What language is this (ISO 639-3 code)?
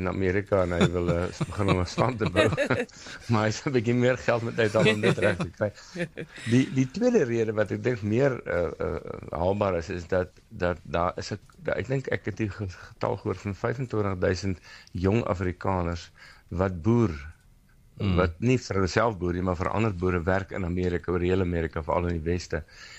afr